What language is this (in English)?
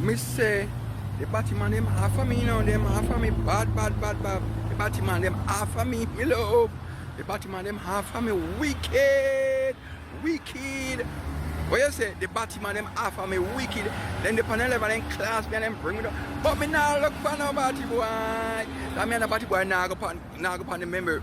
Jamaican Creole English